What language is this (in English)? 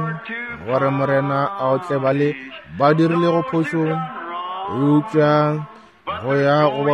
Northern Sotho